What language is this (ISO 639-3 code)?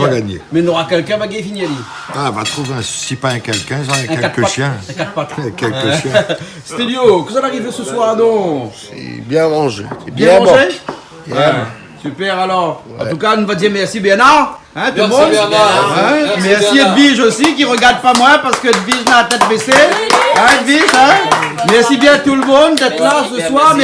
rcf